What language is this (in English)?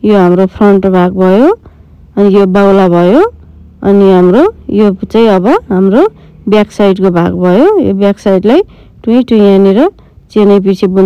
Nepali